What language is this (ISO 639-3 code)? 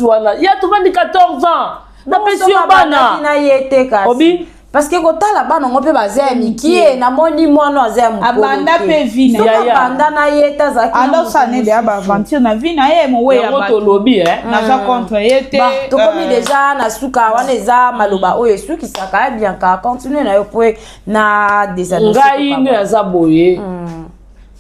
lin